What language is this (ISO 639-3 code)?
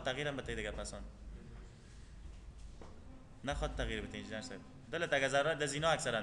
fas